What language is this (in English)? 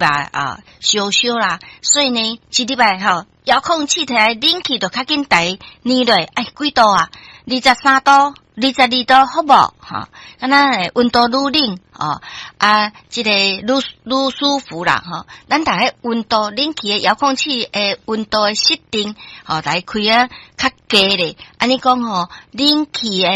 Min Nan Chinese